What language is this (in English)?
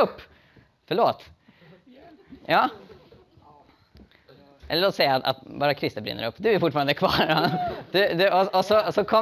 Swedish